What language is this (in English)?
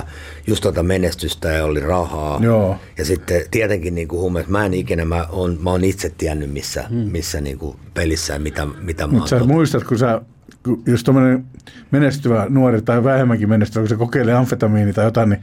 Finnish